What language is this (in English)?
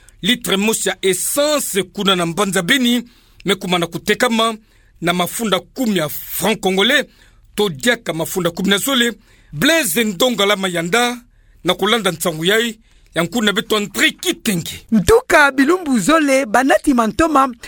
Kituba (Democratic Republic of Congo)